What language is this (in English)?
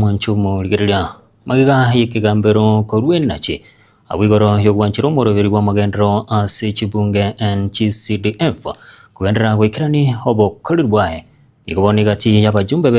Gusii